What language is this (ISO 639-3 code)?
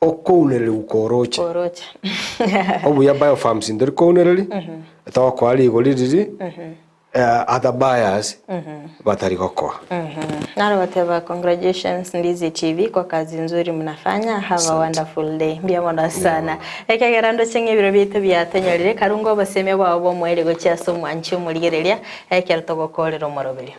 guz